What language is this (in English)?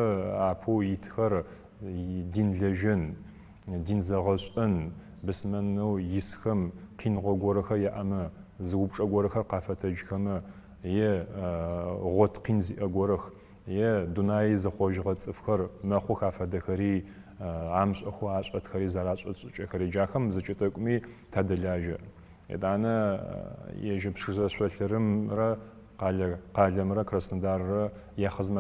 Adyghe